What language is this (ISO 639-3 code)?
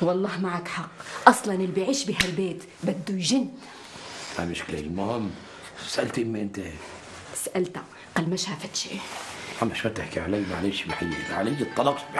apc